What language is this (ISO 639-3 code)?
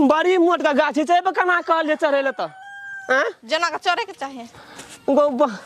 mai